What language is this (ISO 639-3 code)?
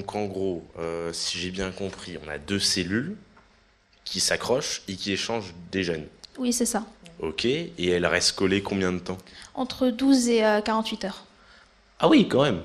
fra